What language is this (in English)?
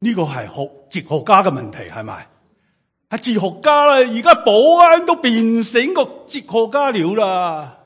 Cantonese